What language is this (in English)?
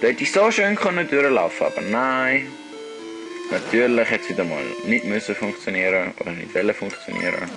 Swiss German